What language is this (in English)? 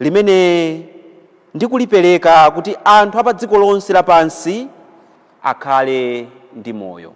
Nyanja